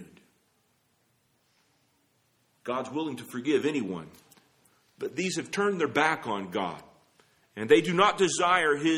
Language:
English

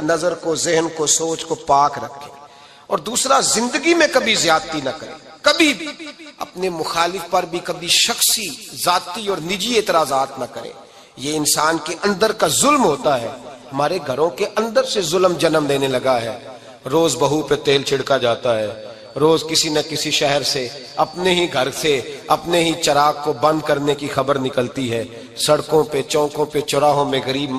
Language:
Urdu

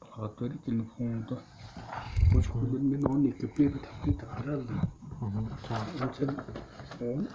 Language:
Tuvinian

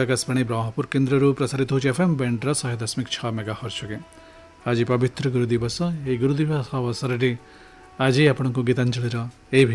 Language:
Odia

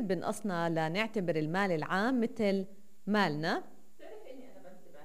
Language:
North Levantine Arabic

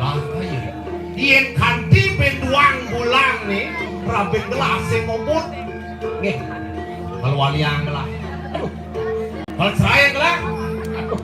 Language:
Balinese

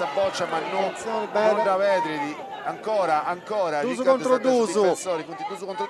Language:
Sardinian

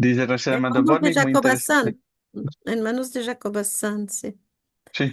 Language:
Ladino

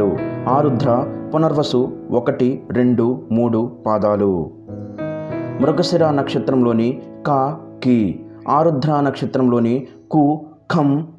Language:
Telugu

